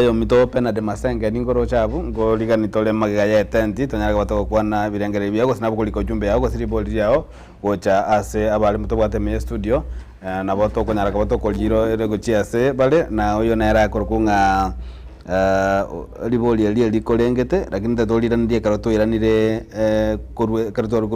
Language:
Gusii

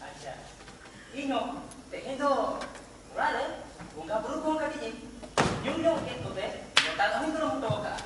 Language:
Santali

